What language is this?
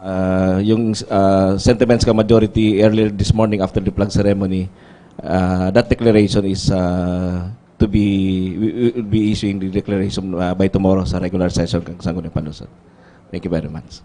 Bikol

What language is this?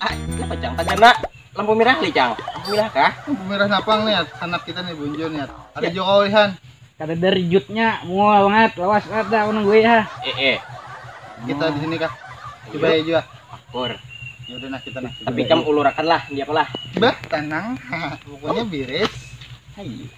Banjar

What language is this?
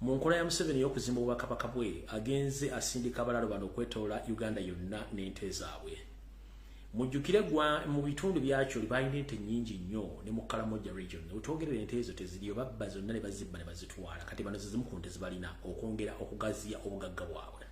Ganda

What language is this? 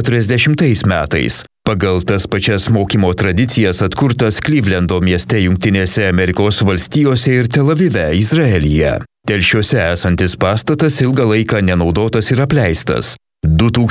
Lithuanian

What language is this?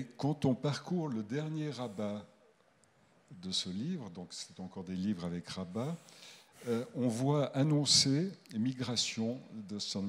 French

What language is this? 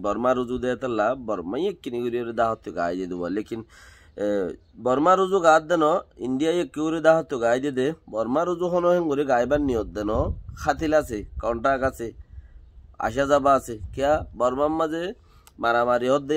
Rohingya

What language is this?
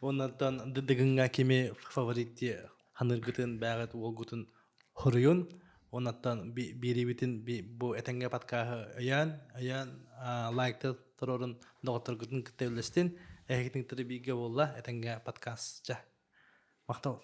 Yakut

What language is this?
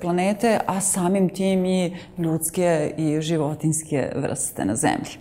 Serbian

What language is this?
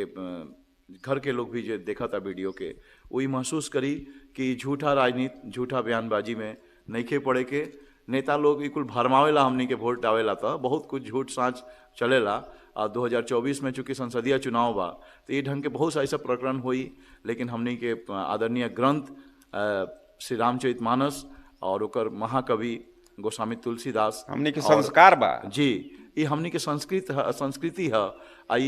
Bhojpuri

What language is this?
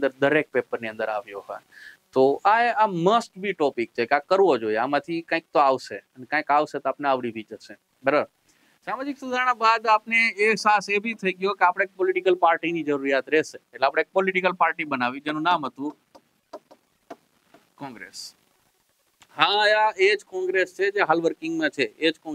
Gujarati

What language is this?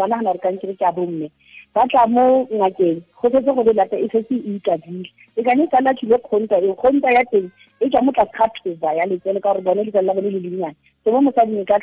Tswana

